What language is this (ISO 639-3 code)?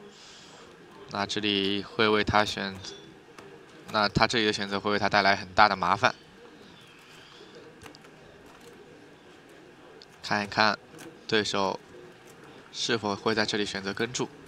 zho